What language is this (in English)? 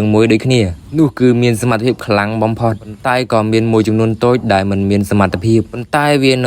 Khmer